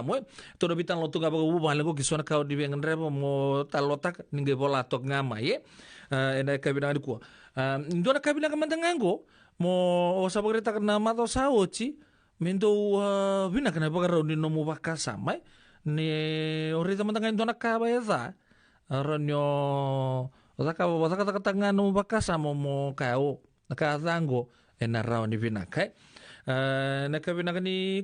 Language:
Fijian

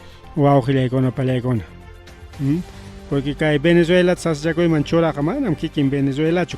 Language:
Ayacucho Quechua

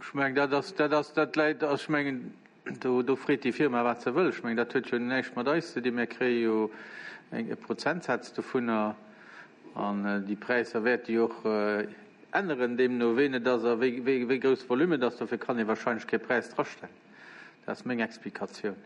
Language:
Luxembourgish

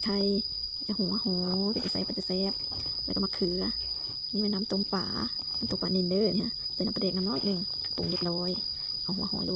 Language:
Lao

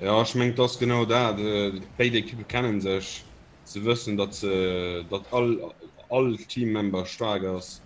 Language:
Luxembourgish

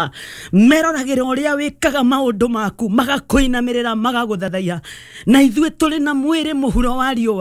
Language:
Kikuyu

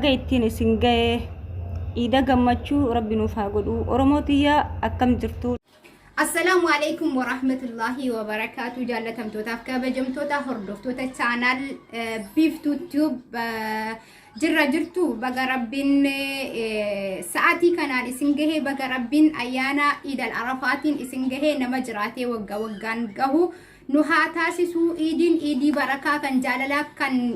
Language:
Oromo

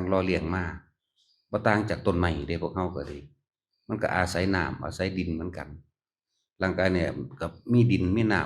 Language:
Northeastern Thai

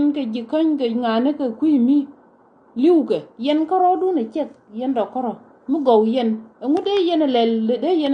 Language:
Nuer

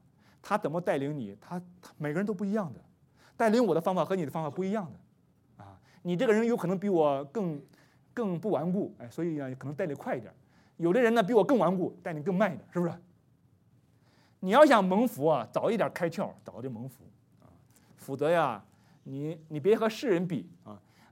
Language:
Chinese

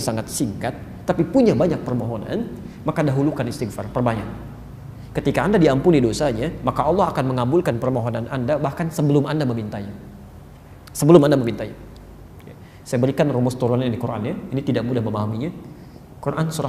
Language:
Indonesian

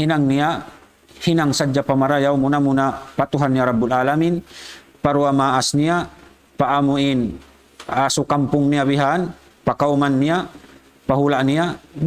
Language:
Tausug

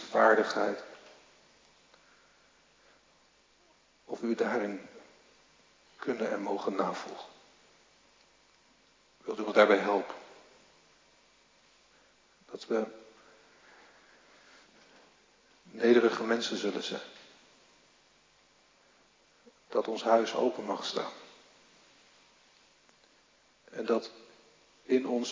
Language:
Dutch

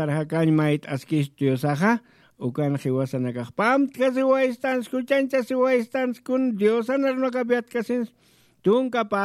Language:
Aymara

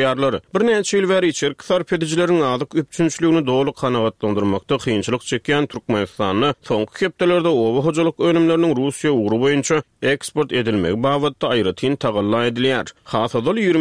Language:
Turkmen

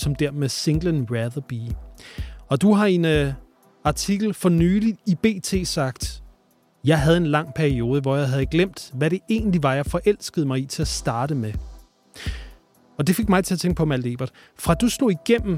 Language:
Danish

